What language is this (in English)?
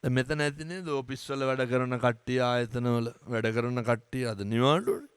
Sinhala